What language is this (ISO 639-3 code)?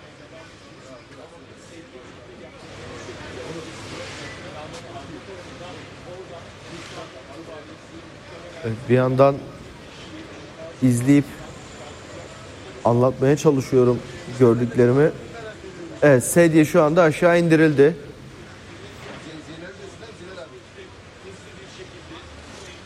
tur